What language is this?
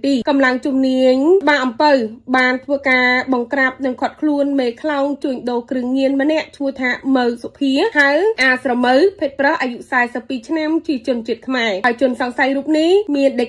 Khmer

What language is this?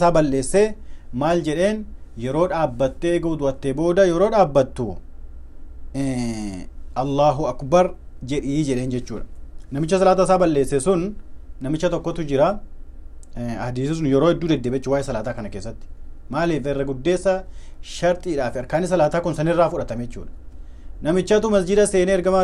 Oromo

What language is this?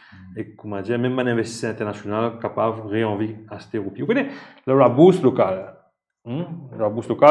Morisyen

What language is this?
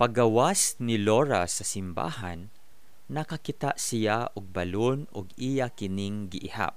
Cebuano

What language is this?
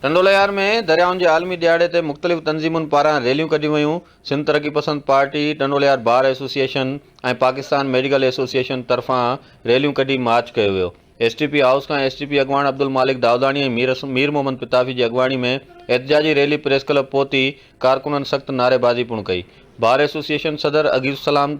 Sindhi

